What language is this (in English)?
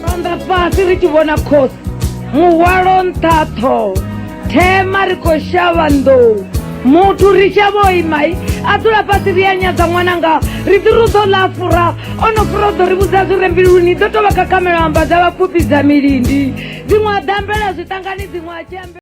Venda